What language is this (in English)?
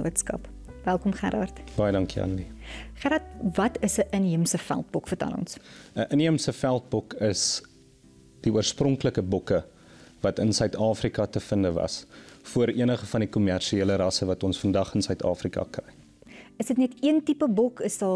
Afrikaans